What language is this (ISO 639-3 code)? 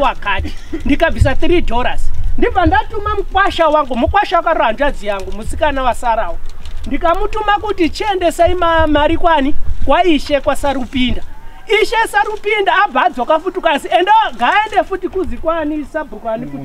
sna